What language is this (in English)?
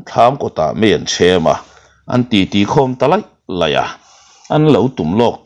Mizo